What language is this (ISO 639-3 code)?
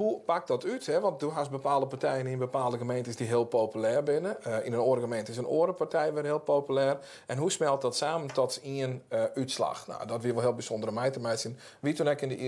fry